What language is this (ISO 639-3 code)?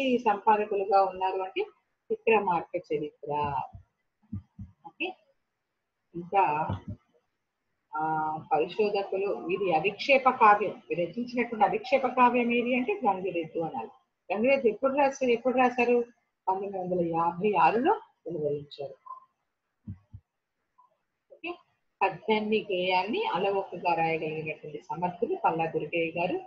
tel